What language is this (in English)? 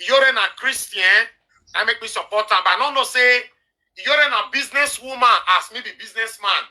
Nigerian Pidgin